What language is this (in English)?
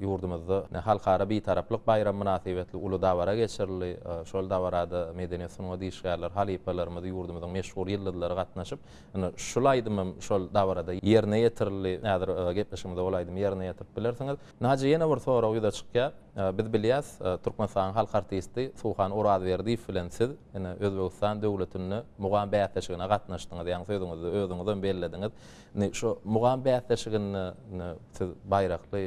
Turkmen